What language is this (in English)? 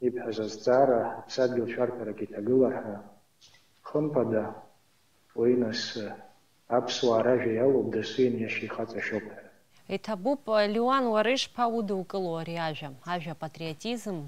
Abkhazian